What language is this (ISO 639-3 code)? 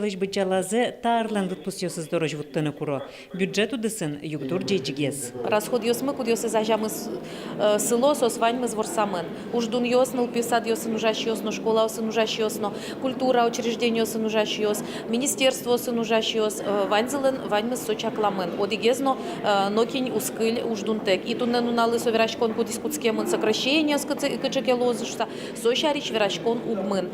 udm